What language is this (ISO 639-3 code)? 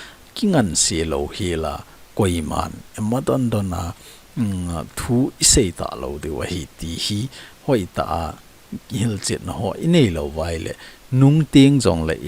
tcz